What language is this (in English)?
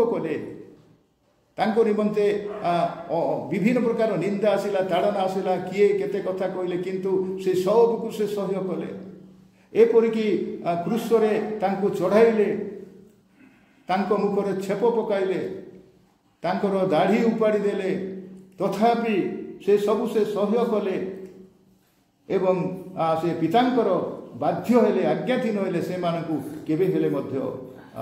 Odia